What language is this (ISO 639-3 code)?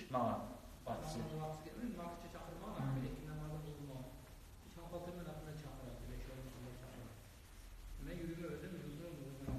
kum